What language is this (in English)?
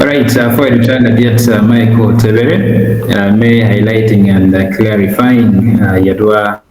Acoli